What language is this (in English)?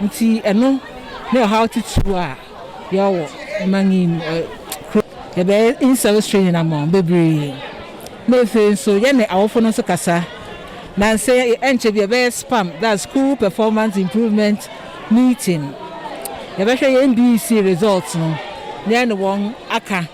Akan